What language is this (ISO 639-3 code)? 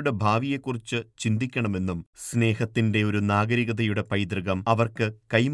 mal